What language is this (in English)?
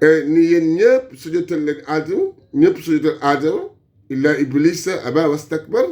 Wolof